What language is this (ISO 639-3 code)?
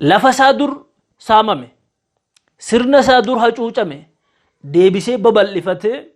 orm